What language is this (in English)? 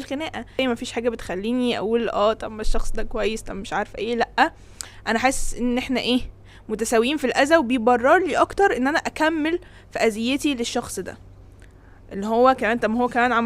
Egyptian Arabic